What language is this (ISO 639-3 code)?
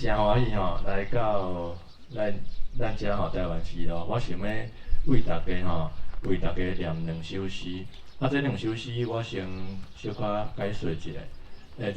nan